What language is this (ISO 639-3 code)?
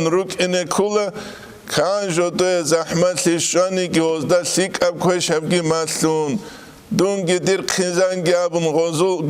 ava